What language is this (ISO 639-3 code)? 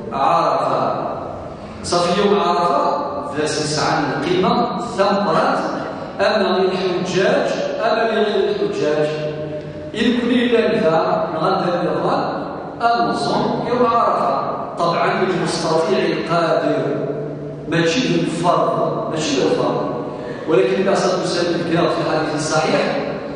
kab